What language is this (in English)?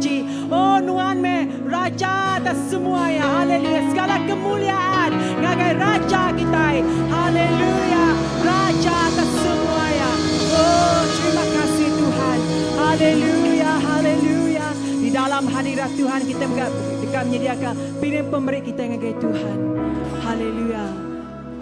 Iban